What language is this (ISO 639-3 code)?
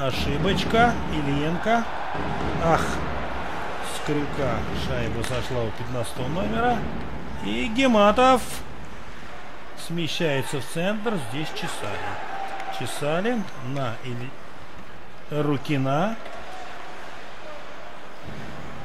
rus